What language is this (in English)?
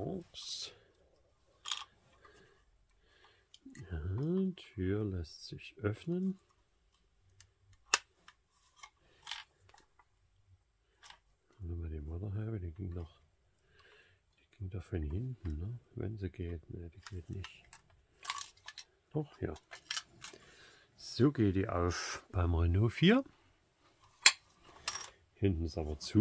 German